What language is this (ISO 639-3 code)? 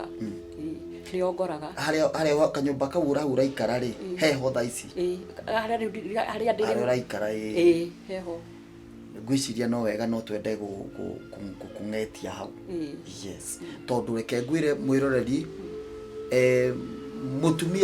kik